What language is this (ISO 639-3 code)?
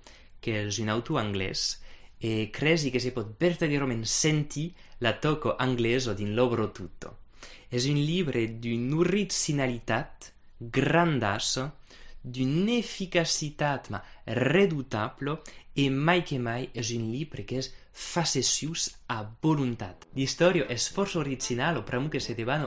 oci